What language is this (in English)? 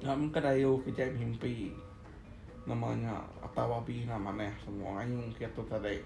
Iban